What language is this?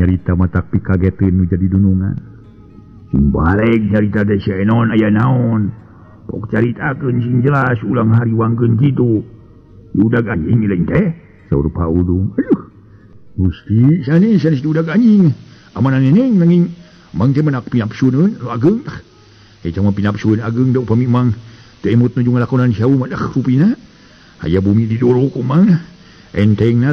Sundanese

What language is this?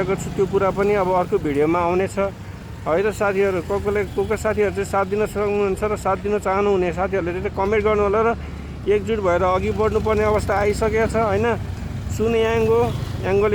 Nepali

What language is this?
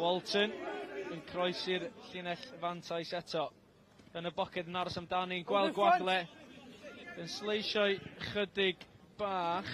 Welsh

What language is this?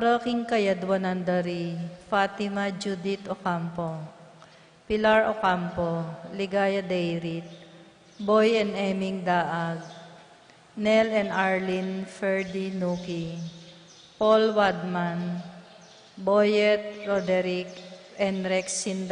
Pampanga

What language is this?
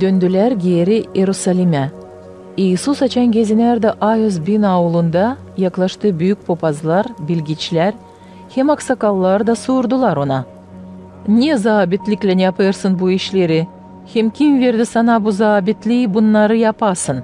Gagauz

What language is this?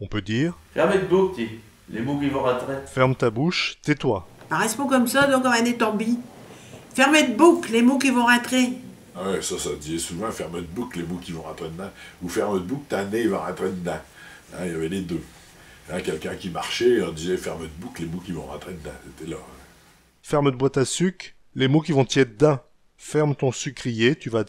Picard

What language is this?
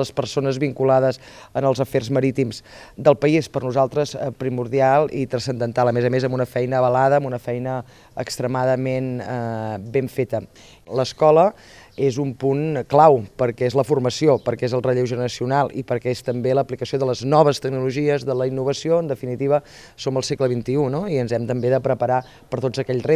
Catalan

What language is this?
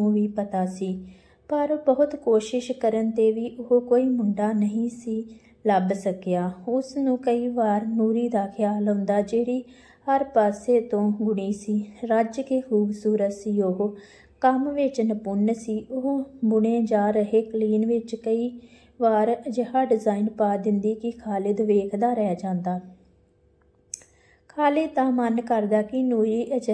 Punjabi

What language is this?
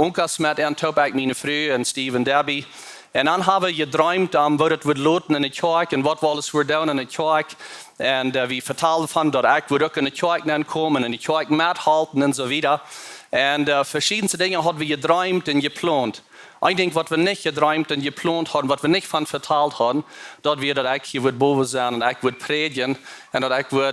Plautdietsch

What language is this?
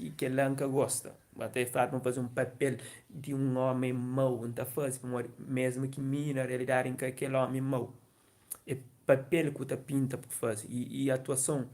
Kabuverdianu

